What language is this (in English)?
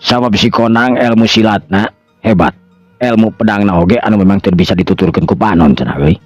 Sundanese